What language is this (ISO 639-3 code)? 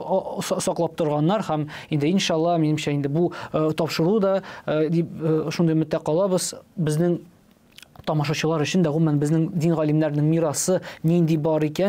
tat